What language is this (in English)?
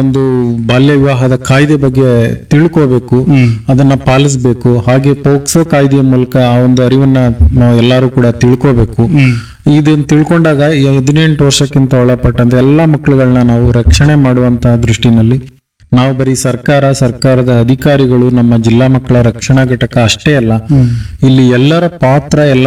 Kannada